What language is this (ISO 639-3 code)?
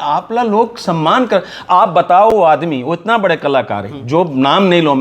hne